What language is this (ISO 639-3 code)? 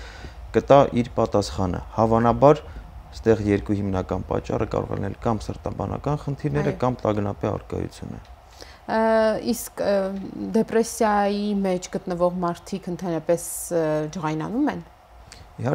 hye